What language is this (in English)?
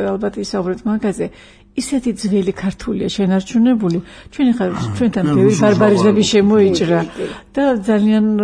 Georgian